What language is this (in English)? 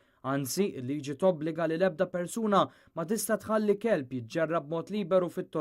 Maltese